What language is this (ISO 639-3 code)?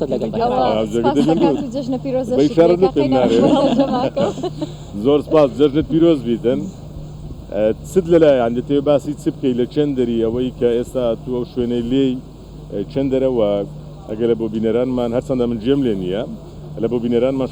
ckb